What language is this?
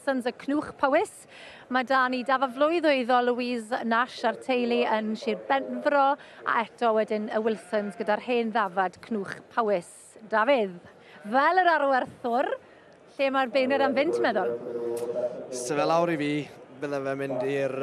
Welsh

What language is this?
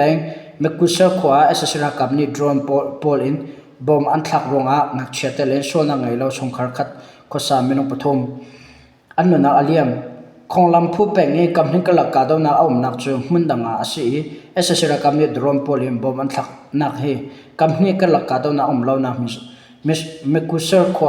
Hakha Chin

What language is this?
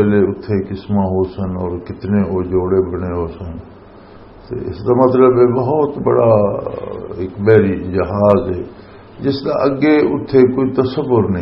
Western Panjabi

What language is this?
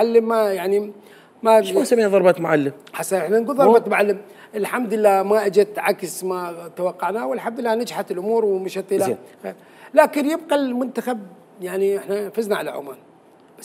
Mesopotamian Arabic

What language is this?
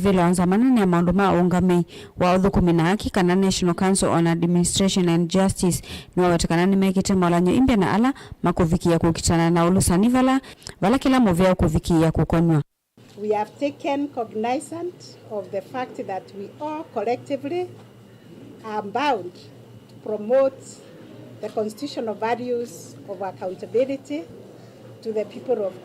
Kamba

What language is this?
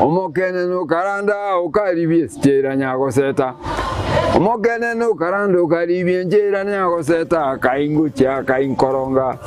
Gusii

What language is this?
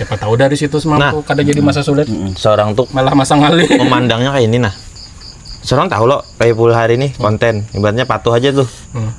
Banjar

